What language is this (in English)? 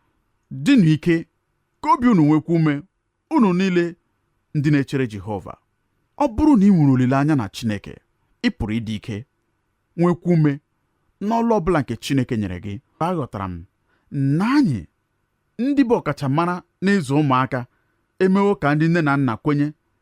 Igbo